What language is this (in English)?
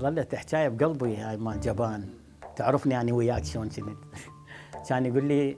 Mesopotamian Arabic